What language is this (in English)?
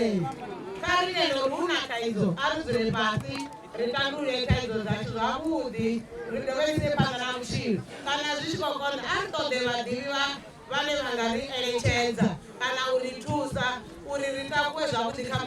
Venda